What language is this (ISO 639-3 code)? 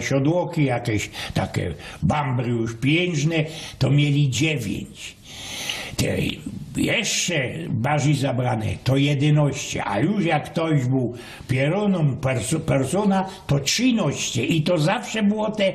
szl